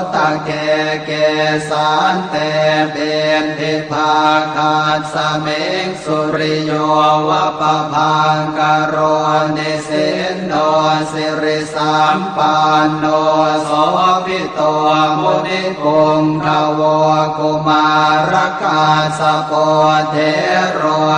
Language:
Pali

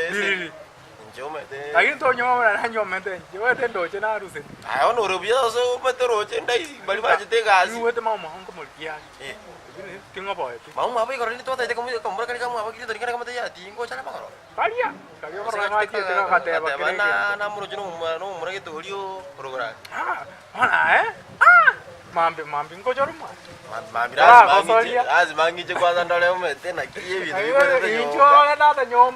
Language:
Gusii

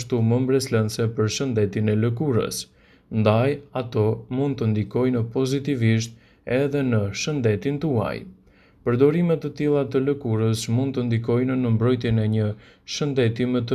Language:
Albanian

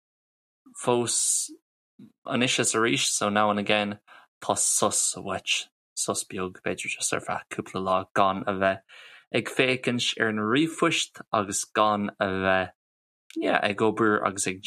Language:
Irish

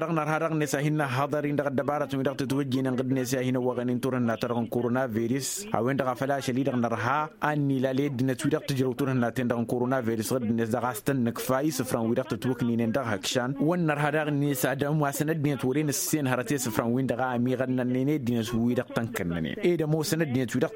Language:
Tamasheq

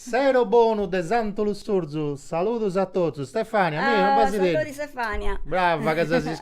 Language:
Sardinian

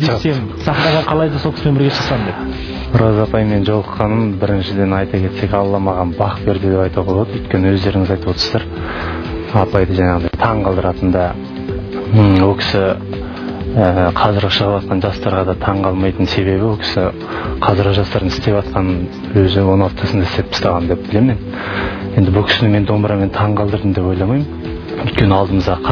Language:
Kazakh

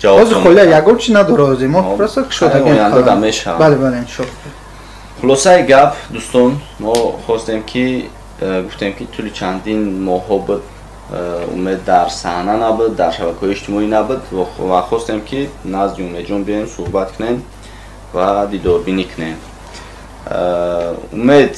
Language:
Tajik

